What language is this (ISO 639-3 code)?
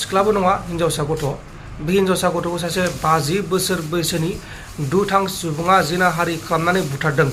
brx